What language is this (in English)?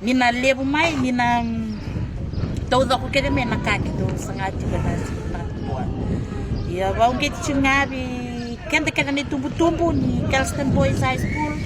Fijian